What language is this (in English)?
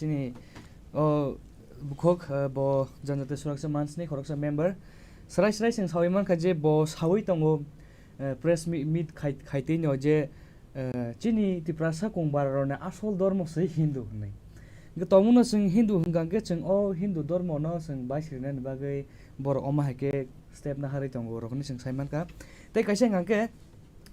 Kok Borok